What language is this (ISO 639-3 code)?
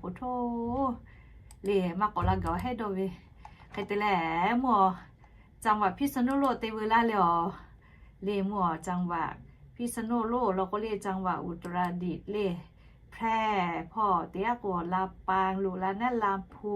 lhu